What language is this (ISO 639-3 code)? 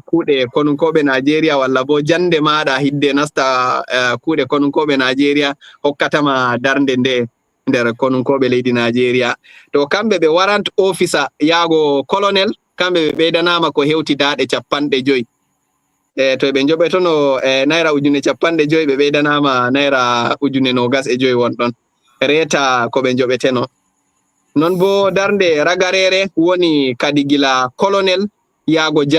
ful